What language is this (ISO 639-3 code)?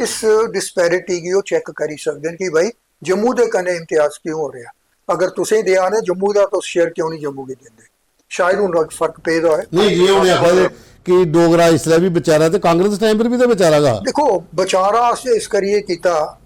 doi